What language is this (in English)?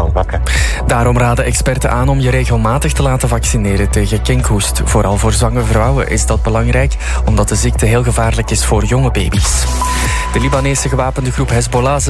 Dutch